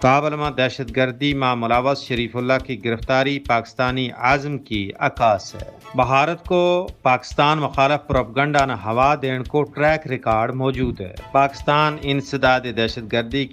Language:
Gujari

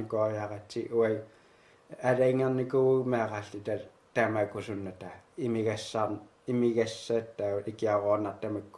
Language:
Kalaallisut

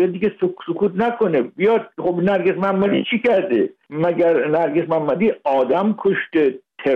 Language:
Persian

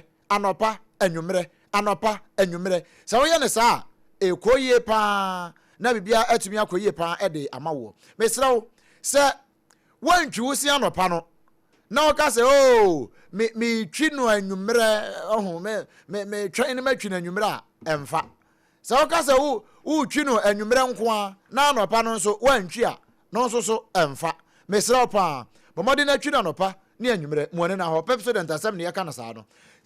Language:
Akan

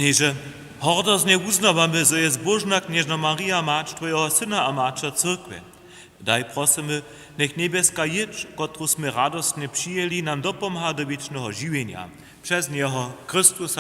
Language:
Upper Sorbian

